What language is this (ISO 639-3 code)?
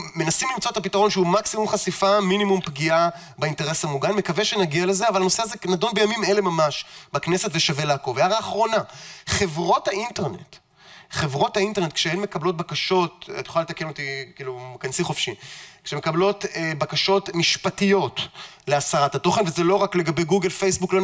heb